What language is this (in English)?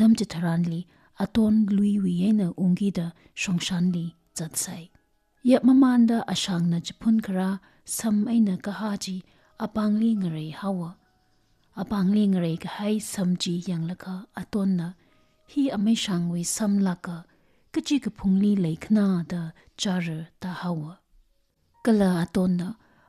Tangkhul Naga (India)